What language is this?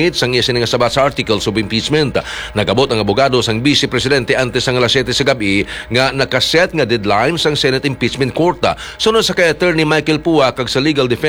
Hiligaynon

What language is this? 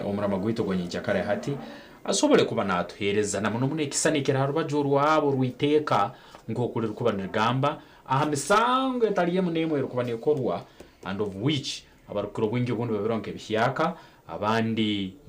Nyankole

